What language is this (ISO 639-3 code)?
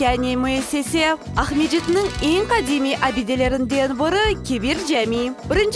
crh